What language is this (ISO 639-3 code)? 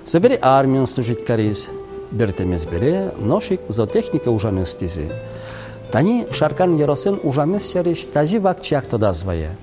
udm